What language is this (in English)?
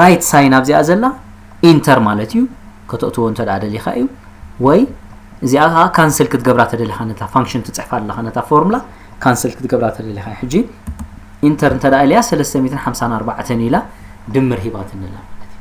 Tigrinya